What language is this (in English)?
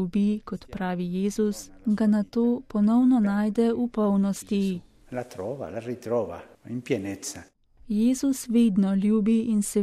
Slovenian